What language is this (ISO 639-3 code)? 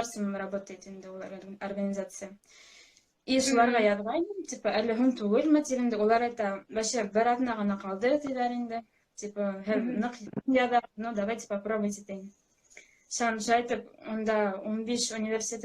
bak